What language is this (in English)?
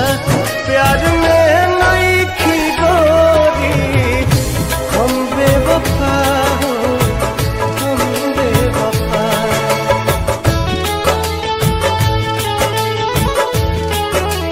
Bhojpuri